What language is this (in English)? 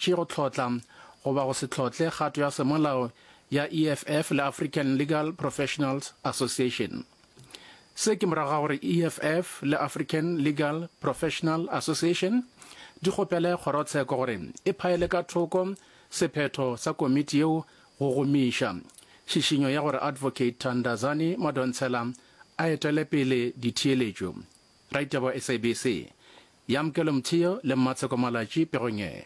Northern Sotho